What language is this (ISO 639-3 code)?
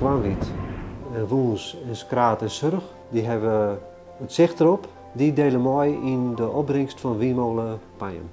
fry